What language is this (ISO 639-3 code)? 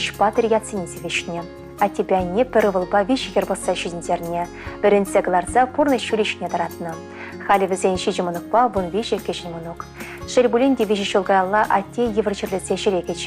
chv